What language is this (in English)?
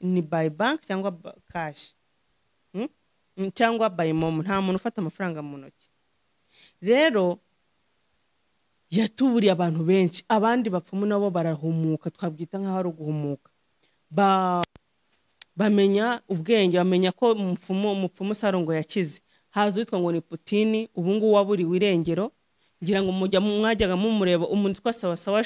Kinyarwanda